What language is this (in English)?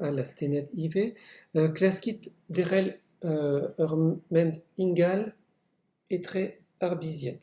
Breton